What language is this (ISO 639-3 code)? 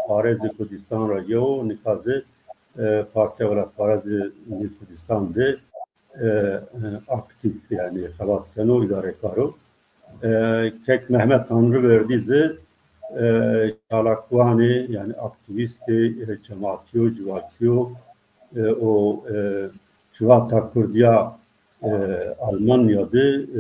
zza